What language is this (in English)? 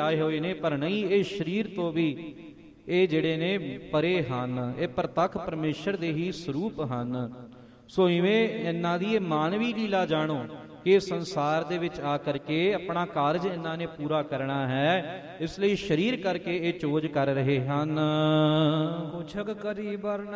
Punjabi